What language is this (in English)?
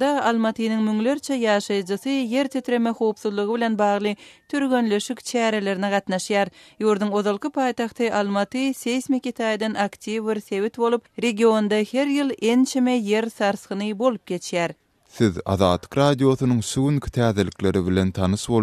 Turkmen